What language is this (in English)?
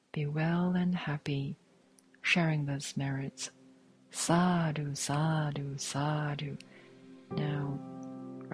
English